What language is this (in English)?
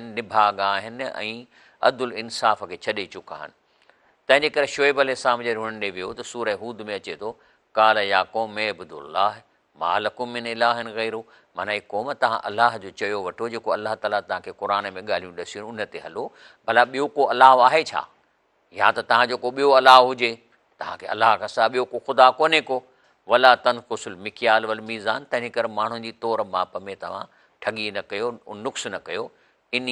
Sindhi